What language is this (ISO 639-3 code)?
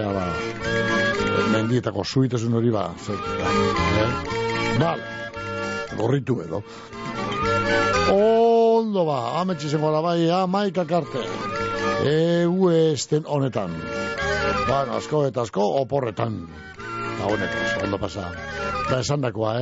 eus